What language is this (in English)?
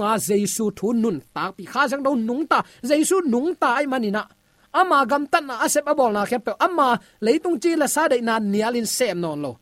Tedim Chin